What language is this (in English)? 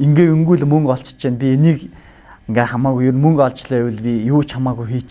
Mongolian